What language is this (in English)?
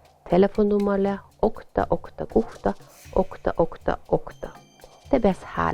Northern Sami